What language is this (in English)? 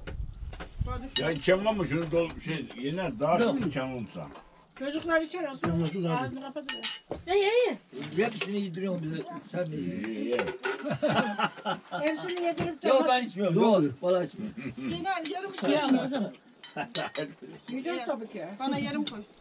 Turkish